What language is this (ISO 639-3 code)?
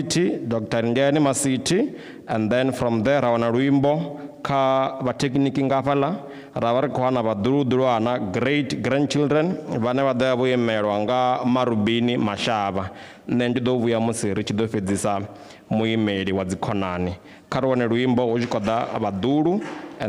ven